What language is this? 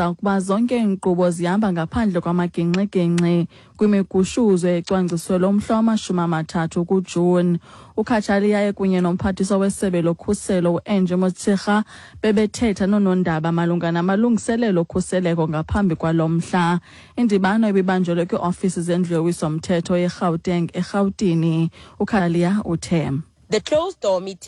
Xhosa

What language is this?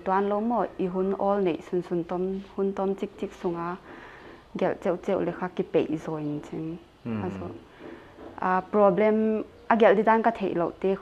Paite Chin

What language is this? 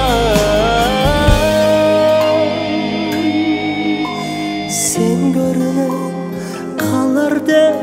Kazakh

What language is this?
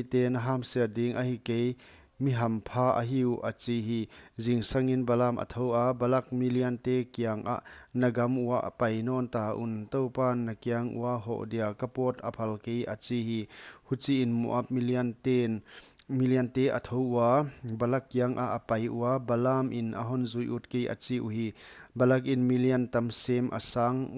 Paite Chin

